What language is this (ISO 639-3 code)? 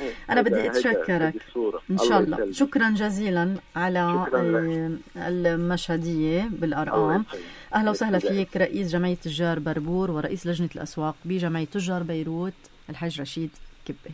apc